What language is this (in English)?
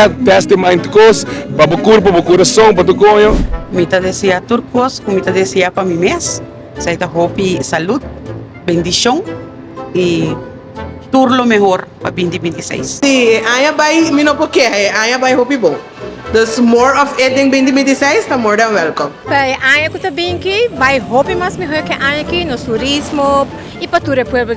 Papiamento